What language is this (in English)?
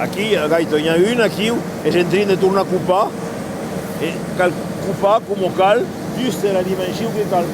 Occitan